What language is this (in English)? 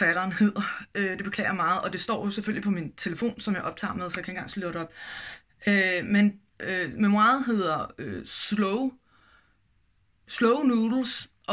Danish